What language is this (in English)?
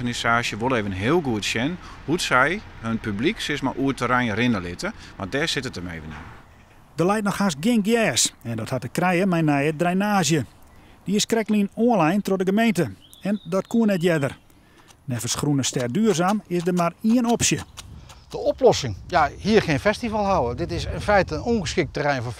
Western Frisian